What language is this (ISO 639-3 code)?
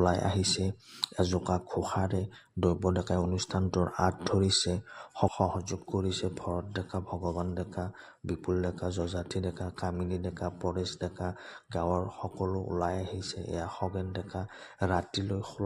asm